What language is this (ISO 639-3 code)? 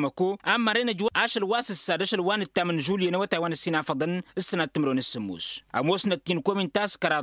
taq